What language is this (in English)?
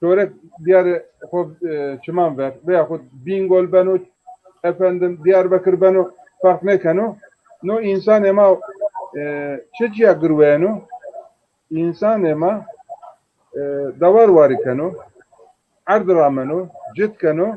Zaza